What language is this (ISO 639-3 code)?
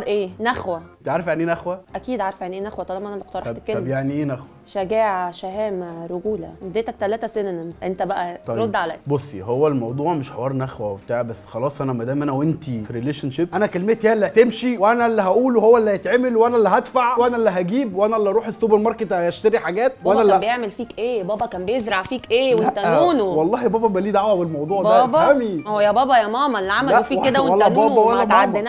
arz